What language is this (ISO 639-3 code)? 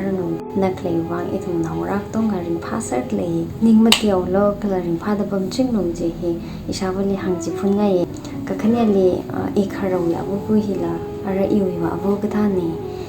nmf